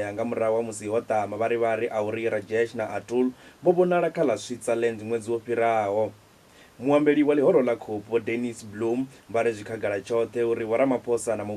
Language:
Venda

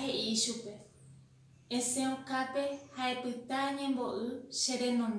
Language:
Guarani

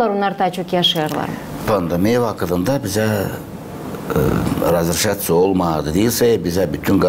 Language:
Gagauz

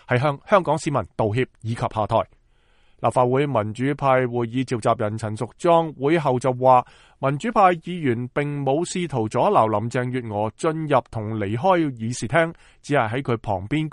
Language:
Cantonese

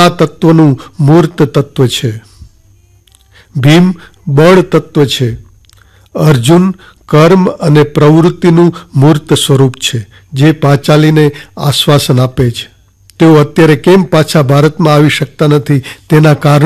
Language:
Gujarati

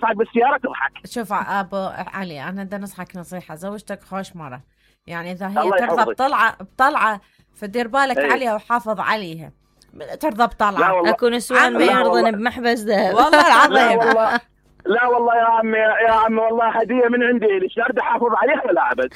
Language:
Mesopotamian Arabic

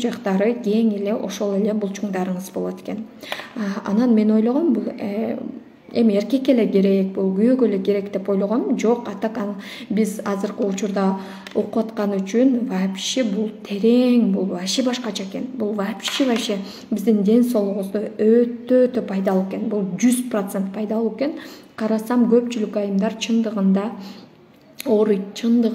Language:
Kyrgyz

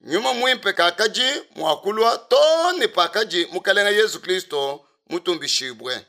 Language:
Luba-Lulua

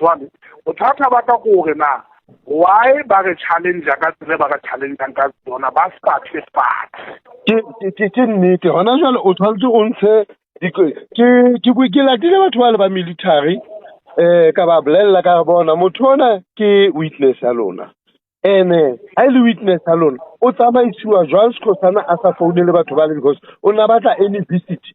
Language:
Southern Sotho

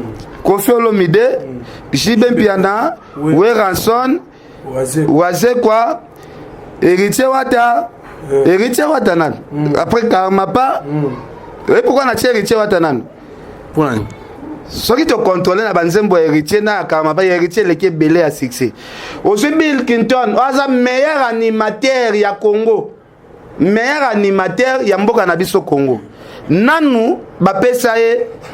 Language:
Lingala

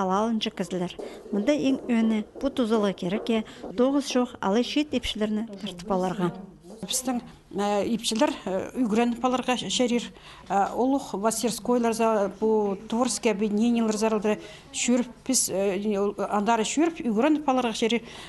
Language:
Khakas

